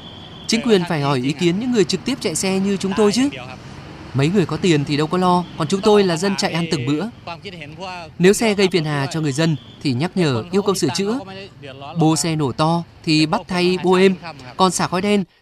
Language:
Vietnamese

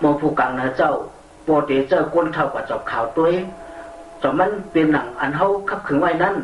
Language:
Shan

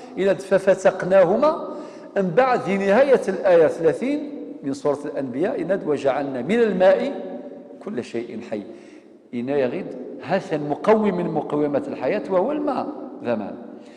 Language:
Kabyle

